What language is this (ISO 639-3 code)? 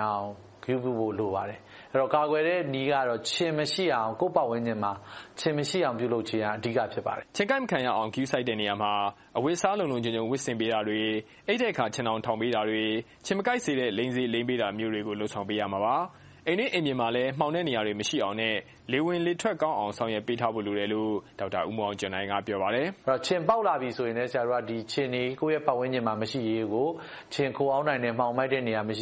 mya